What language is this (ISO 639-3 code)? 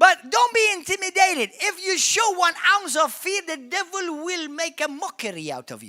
eng